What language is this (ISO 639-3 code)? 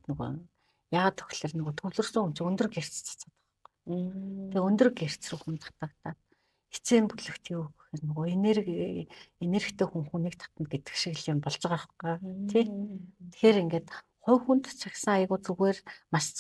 mon